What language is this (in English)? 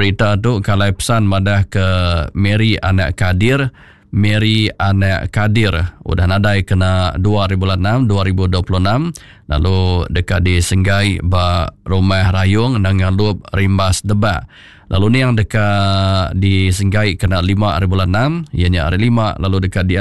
Iban